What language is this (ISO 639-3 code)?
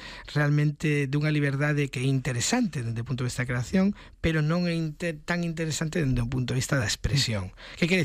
glg